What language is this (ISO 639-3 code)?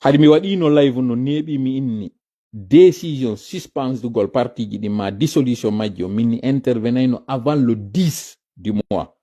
ful